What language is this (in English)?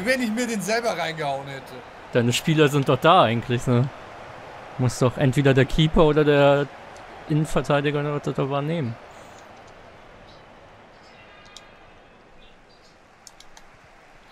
German